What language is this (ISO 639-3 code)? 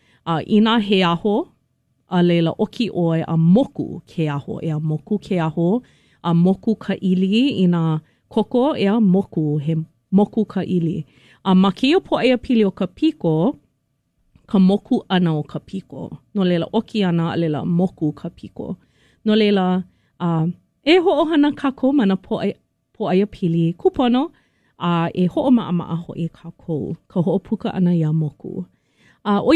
haw